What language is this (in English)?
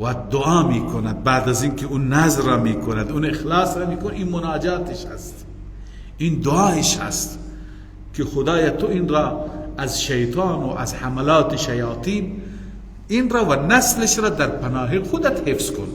Persian